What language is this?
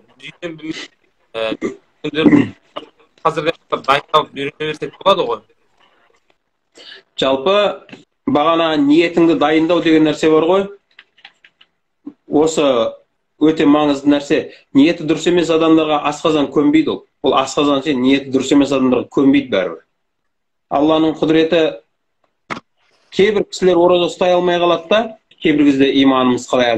Kazakh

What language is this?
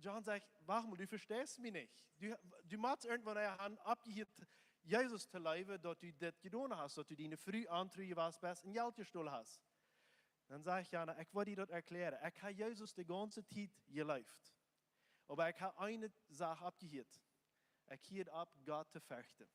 Plautdietsch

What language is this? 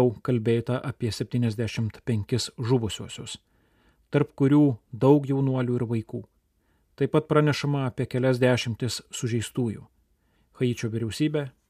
Lithuanian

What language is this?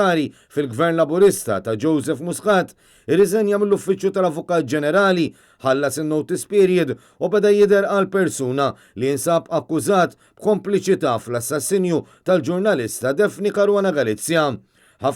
Maltese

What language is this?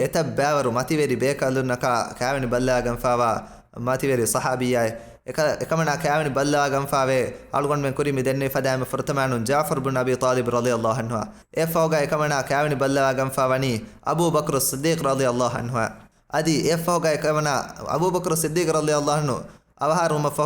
Divehi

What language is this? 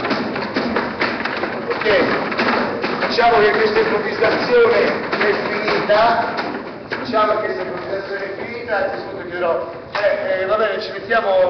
Italian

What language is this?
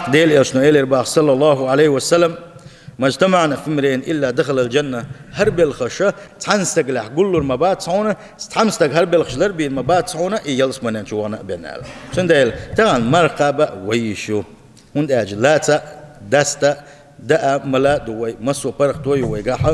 Chechen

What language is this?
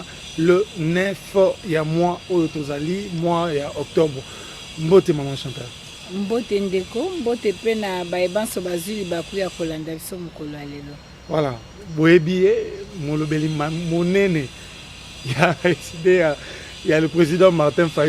Lingala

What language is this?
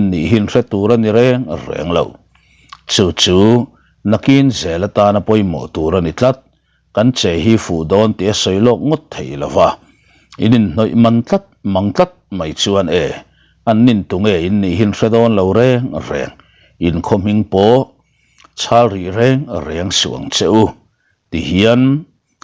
Mizo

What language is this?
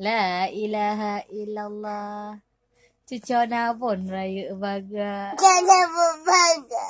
Achinese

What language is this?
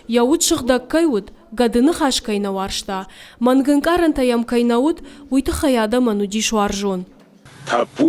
Ossetic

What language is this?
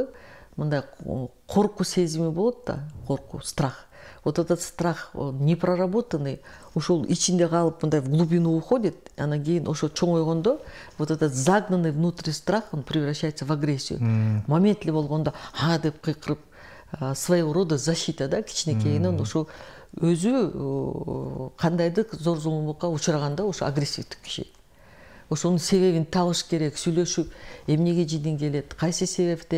Kyrgyz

